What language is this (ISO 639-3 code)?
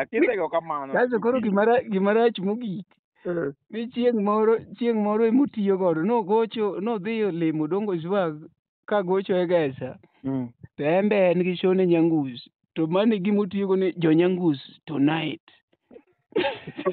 luo